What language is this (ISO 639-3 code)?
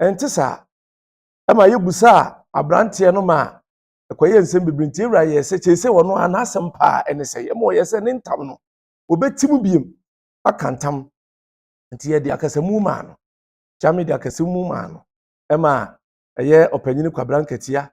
aka